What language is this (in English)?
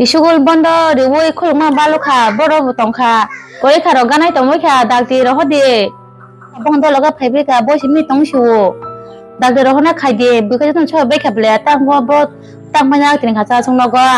Kok Borok